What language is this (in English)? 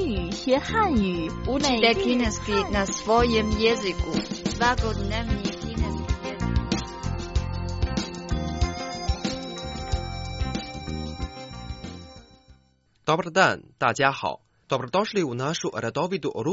Croatian